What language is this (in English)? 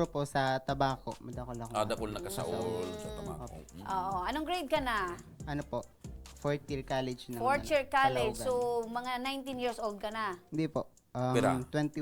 Bikol